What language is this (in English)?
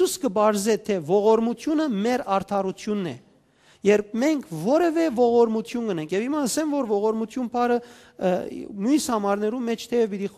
Western Armenian